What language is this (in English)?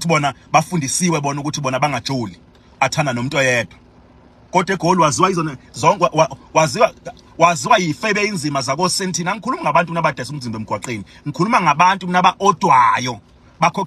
Zulu